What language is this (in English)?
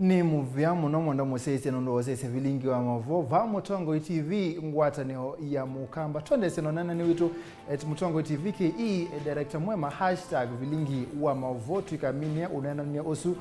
Kamba